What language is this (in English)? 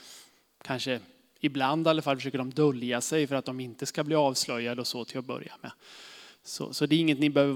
Swedish